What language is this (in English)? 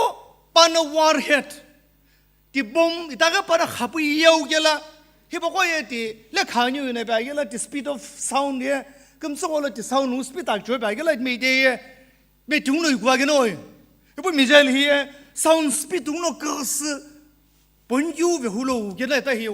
Sumi Naga